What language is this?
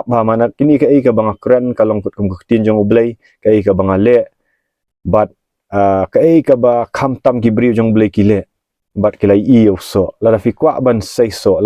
Khasi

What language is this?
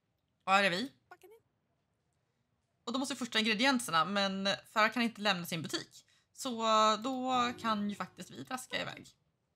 Swedish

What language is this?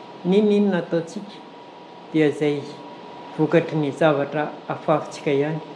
Malagasy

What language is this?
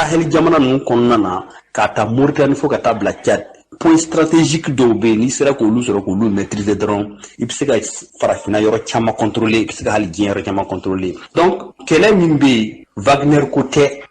Bambara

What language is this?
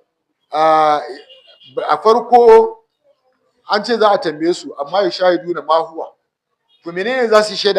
Hausa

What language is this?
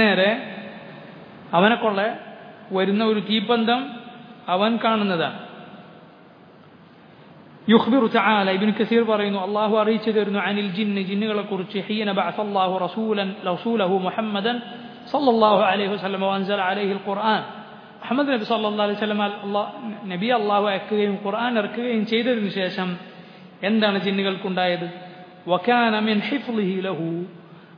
Malayalam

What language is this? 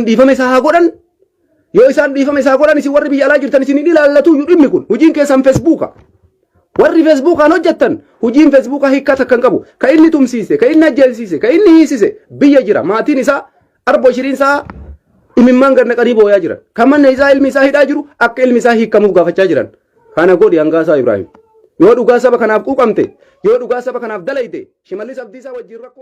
Oromo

